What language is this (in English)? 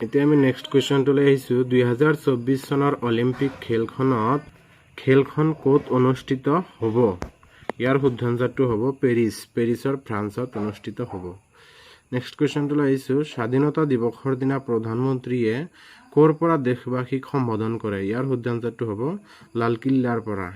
Assamese